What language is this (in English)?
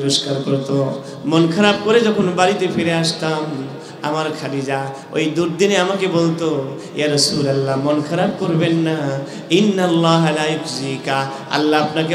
Bangla